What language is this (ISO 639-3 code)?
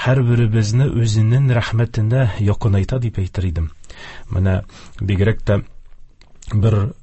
tat